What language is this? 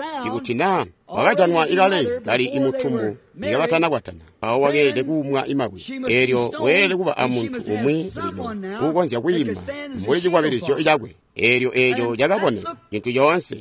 Tonga (Zambia)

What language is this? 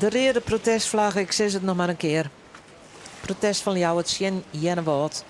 Western Frisian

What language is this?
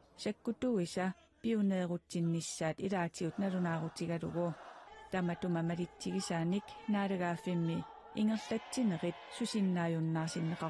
Kalaallisut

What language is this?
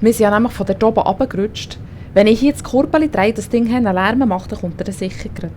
Swiss German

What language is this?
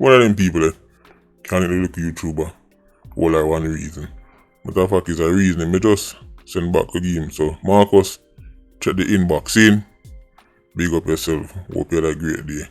Jamaican Creole English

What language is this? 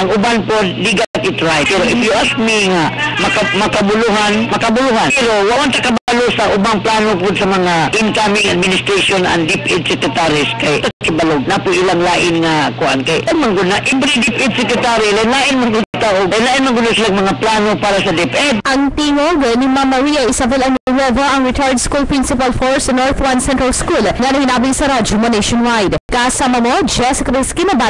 Cebuano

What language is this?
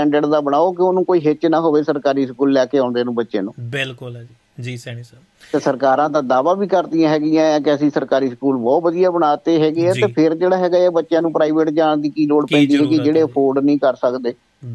Punjabi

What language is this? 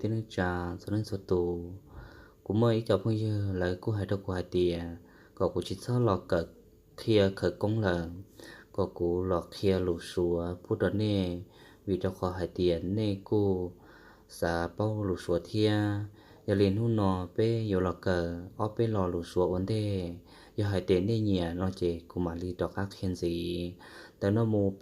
Hmong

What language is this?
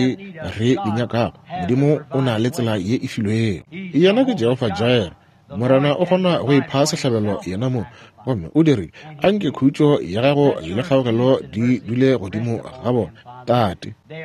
Northern Sotho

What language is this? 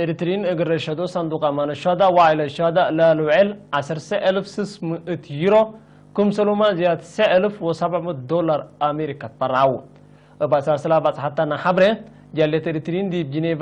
Tigre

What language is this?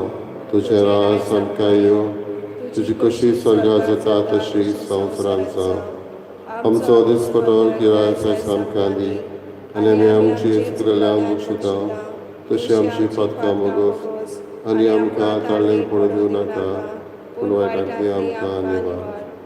Konkani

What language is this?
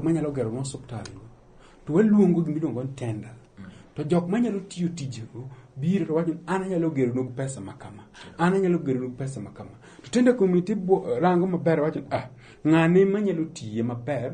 Luo (Kenya and Tanzania)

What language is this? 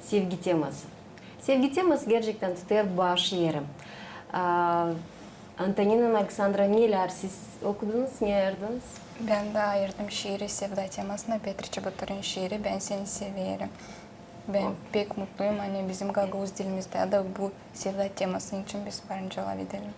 Gagauz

